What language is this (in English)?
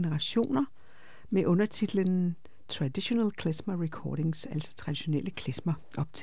Danish